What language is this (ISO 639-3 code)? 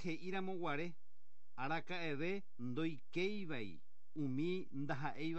grn